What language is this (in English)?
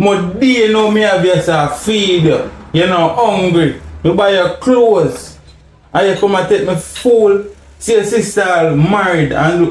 Jamaican Creole English